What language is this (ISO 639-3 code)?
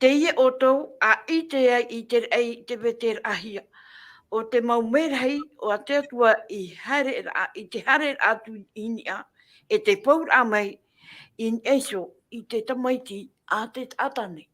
tah